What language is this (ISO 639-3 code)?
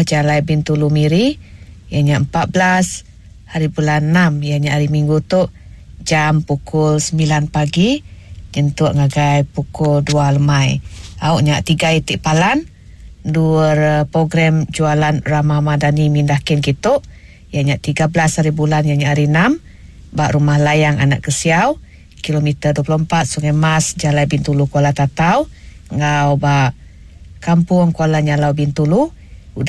iba